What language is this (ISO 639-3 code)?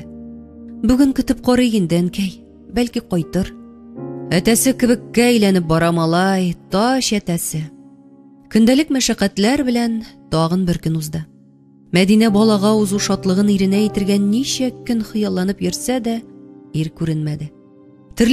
tat